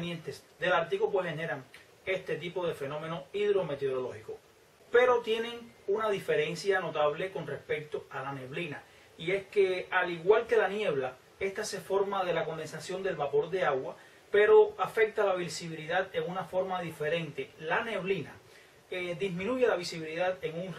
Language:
Spanish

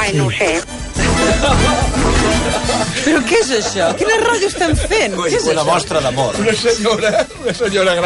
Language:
Catalan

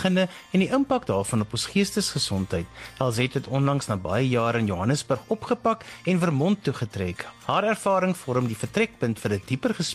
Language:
Afrikaans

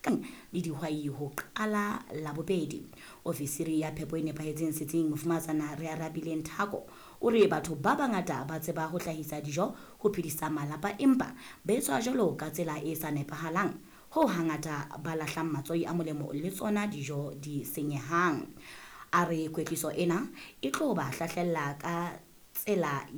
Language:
Southern Sotho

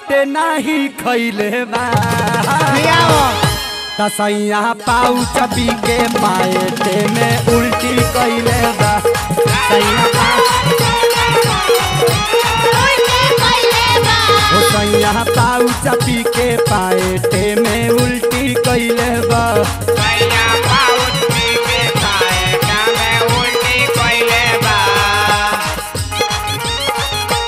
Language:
Bhojpuri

